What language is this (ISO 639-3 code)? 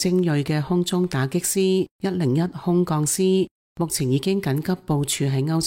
yue